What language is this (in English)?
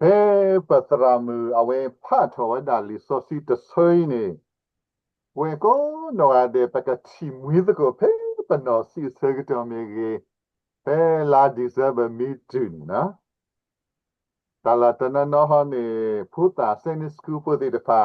S'gaw Karen